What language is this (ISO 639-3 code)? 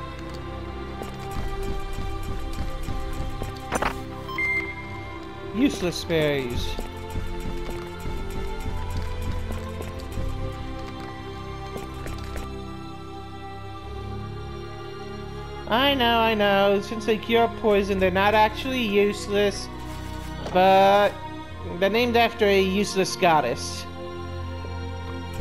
eng